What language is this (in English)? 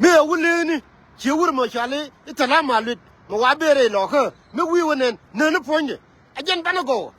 Nuer